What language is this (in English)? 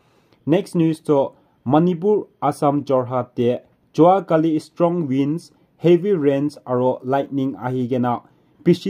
Naga Pidgin